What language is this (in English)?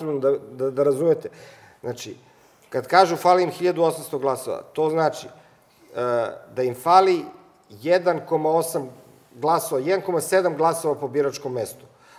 Serbian